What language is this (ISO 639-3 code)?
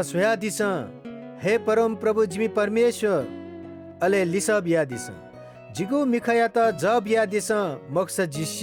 new